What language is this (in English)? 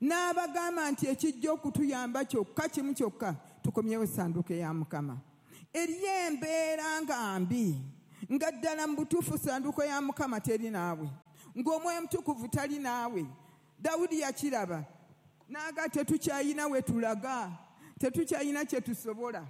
Ganda